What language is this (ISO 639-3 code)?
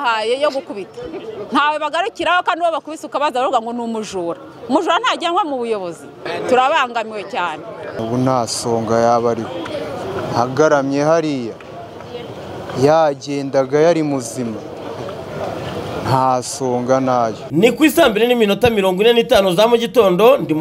kin